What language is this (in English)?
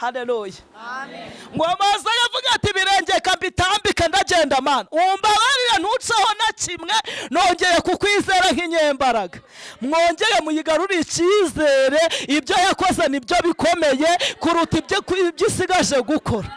Kinyarwanda